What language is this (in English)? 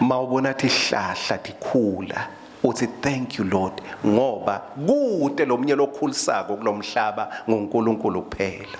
Swati